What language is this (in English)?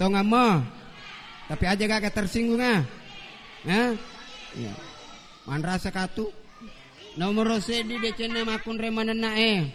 Buginese